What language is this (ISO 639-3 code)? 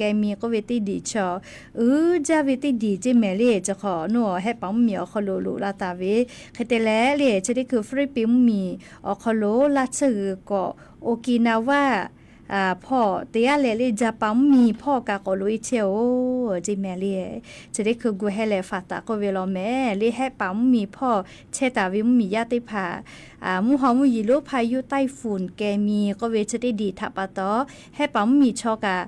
lhu